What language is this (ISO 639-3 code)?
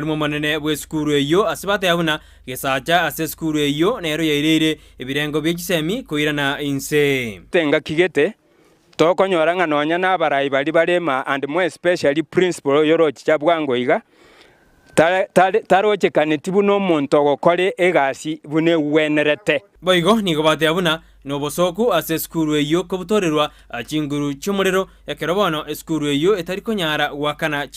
guz